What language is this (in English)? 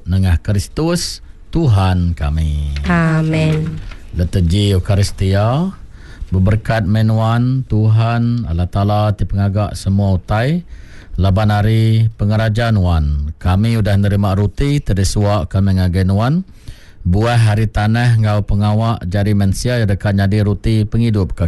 Iban